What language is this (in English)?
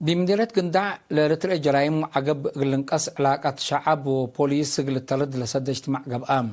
Tigre